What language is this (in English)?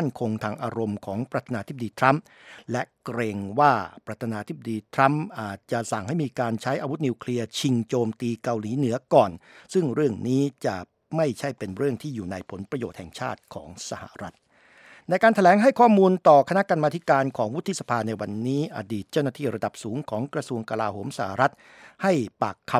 Thai